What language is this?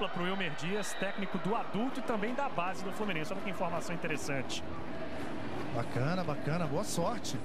Portuguese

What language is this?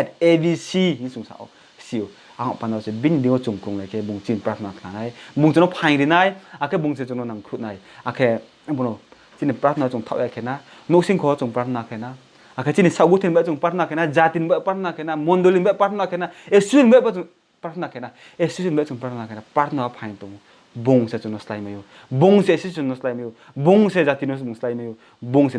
Riang (India)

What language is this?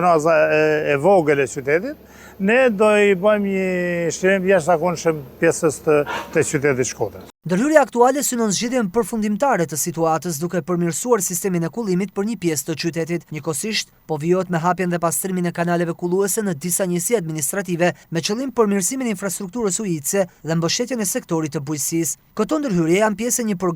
Albanian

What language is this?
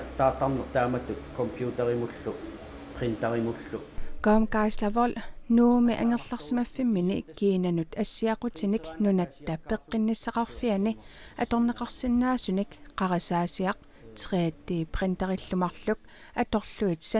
Kalaallisut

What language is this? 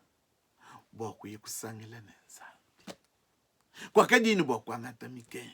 Luba-Lulua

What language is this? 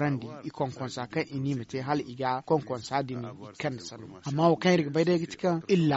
Zarma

